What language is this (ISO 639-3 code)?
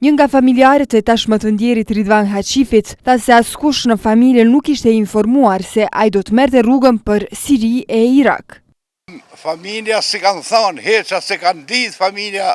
sqi